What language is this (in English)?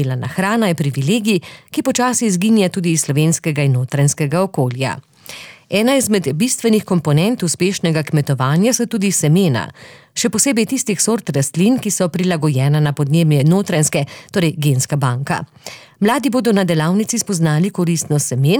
Slovenian